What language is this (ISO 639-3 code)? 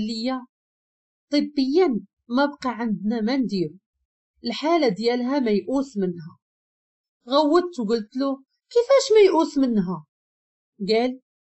ary